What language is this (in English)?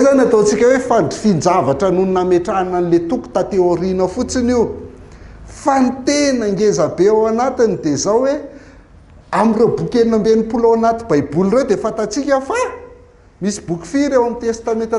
Malagasy